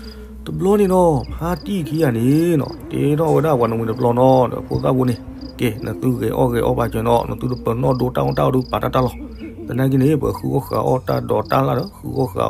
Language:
S'gaw Karen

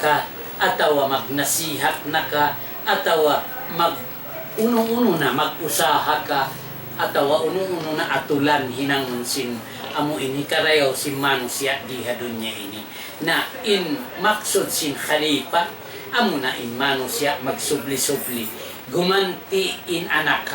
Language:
Tausug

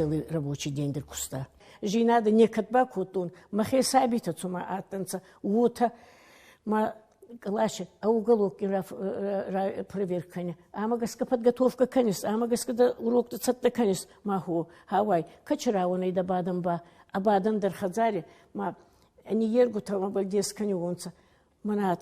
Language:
Ossetic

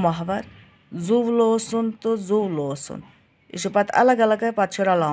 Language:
Kashmiri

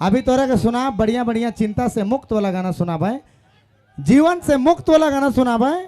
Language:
Sadri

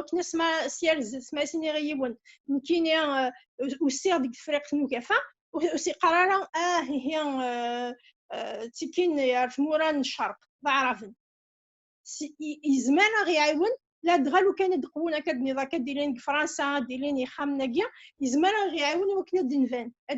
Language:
Kabyle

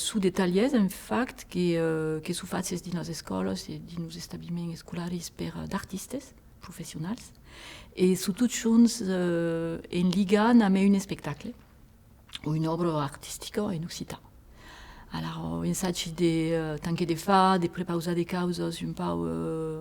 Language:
Occitan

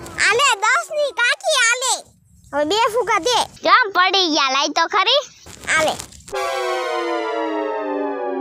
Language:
Gujarati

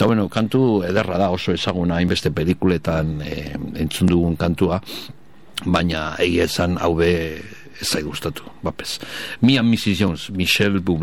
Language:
Basque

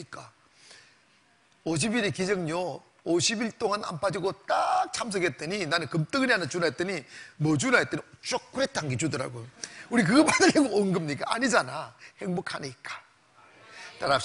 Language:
Korean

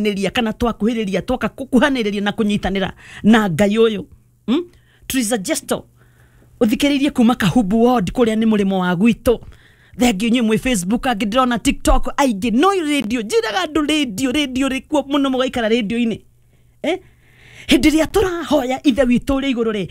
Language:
Kikuyu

